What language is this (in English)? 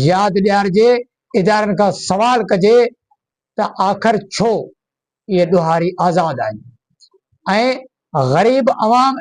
Sindhi